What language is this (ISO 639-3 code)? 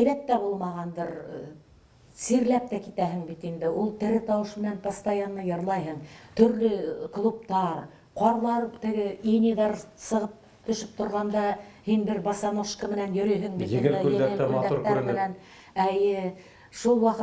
bak